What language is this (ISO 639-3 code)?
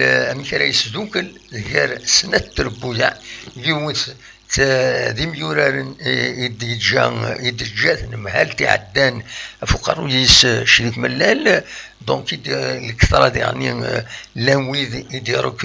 kab